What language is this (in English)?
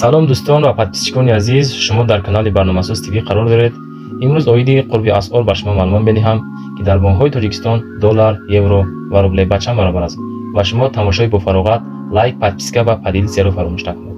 Tajik